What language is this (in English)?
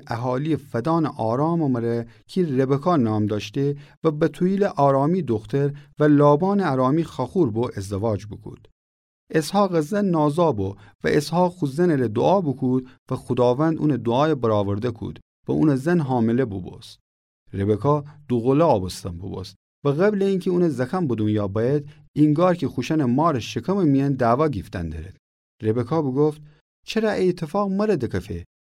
Gilaki